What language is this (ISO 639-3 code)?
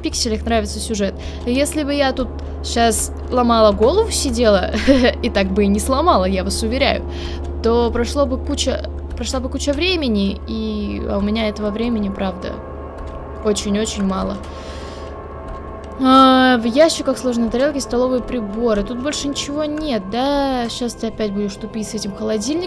rus